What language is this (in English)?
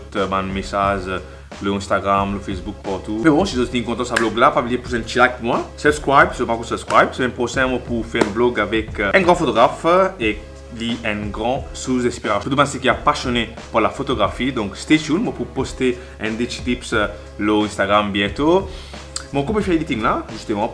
Morisyen